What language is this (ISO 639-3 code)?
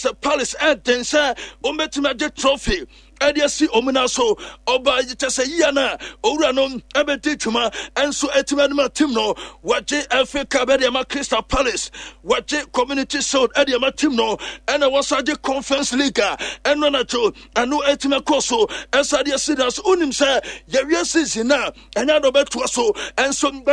aka